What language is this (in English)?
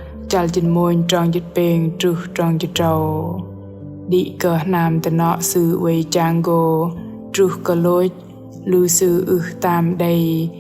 Bahnar